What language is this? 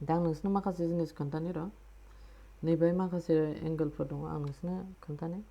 Bodo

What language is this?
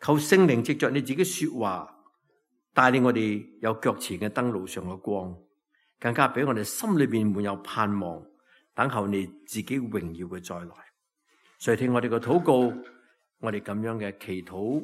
Cantonese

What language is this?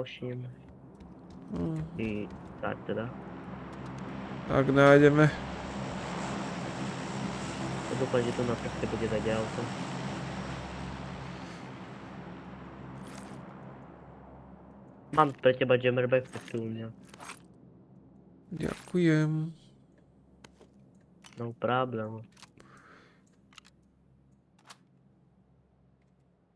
Slovak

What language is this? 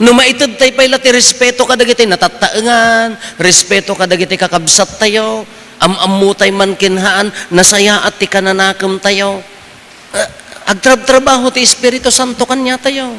Iloko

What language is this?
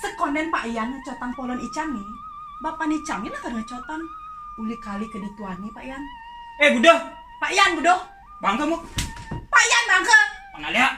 Balinese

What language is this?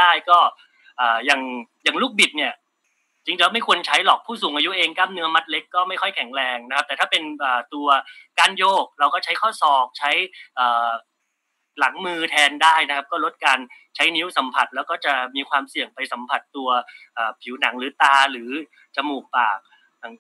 Thai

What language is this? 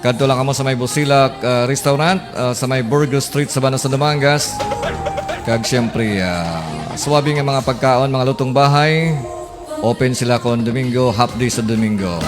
Hiligaynon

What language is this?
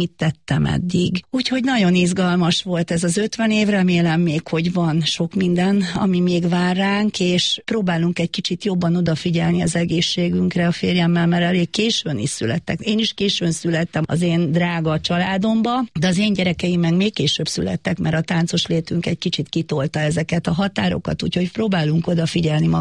Hungarian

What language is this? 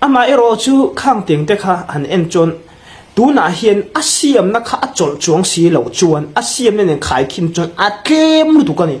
Hmar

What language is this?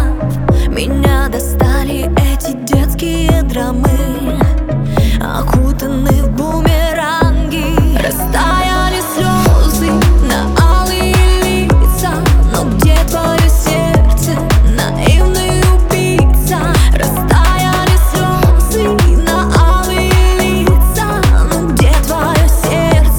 Russian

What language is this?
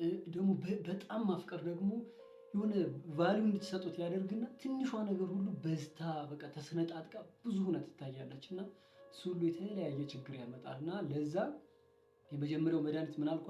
Amharic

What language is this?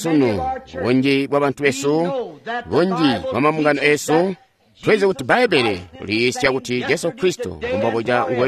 Tonga (Zambia)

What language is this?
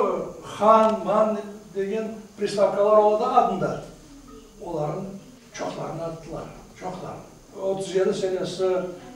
Crimean Tatar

